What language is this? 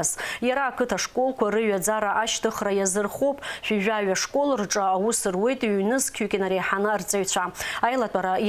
Abkhazian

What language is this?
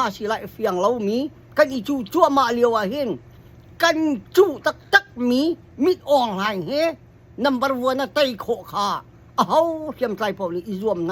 Hakha Chin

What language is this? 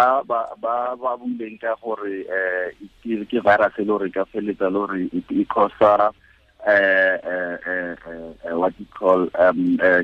Tswana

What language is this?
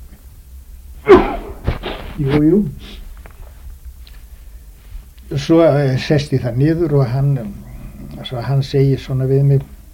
Icelandic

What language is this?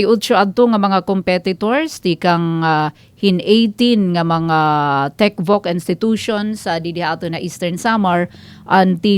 Waray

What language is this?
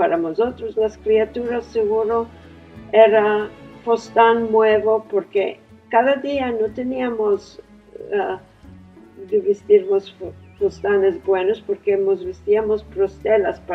Ladino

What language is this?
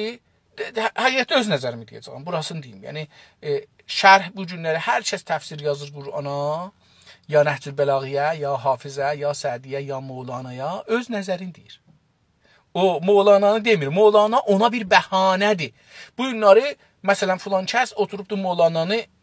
South Azerbaijani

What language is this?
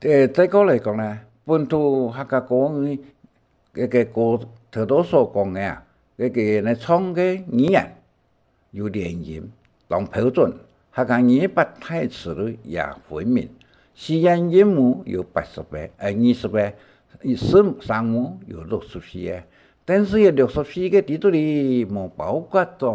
Hakka Chinese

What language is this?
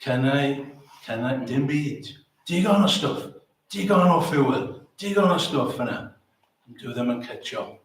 Welsh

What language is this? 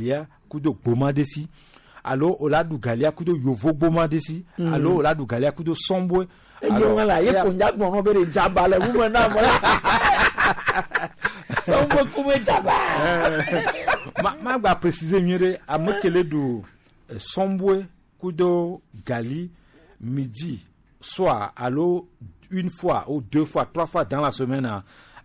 Gen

